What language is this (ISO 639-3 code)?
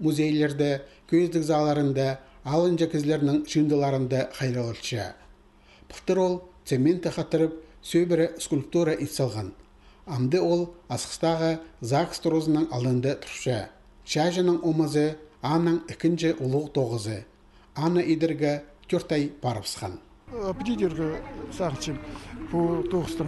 kjh